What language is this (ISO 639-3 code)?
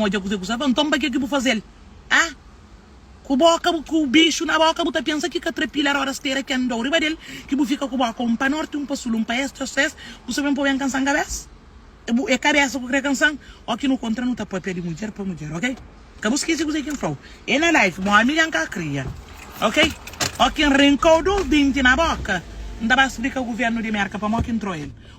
kea